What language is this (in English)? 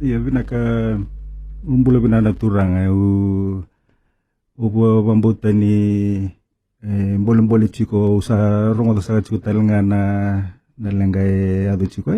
Fijian